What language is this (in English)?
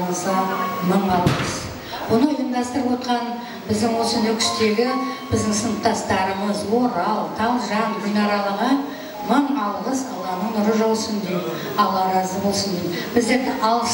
Kara-Kalpak